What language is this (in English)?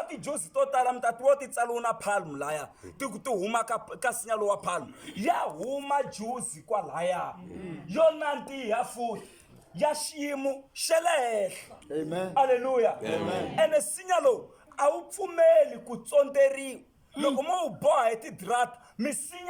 Tsonga